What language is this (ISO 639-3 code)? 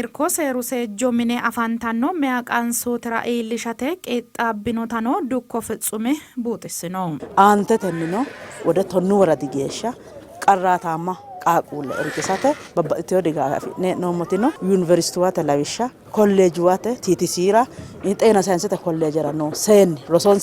sid